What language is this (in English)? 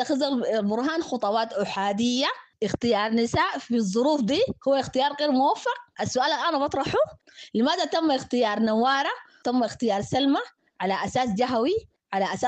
Sudanese Arabic